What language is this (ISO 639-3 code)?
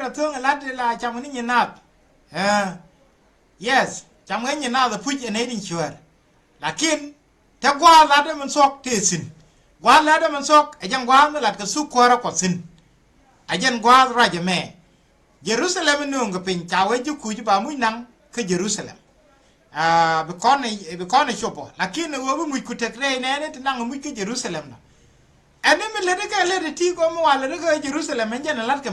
nus